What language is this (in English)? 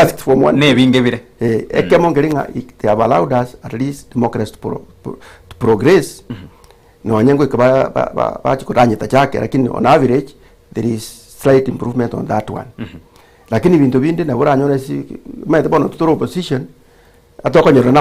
Gusii